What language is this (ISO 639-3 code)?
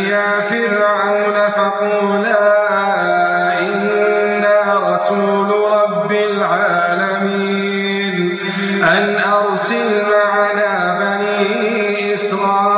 ara